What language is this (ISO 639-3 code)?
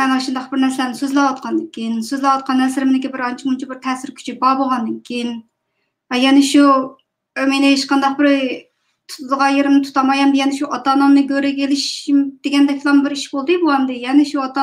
uig